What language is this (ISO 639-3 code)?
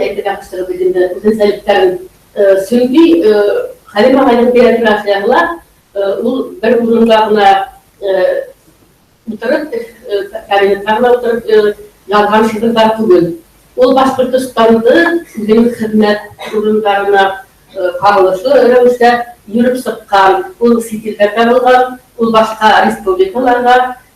bak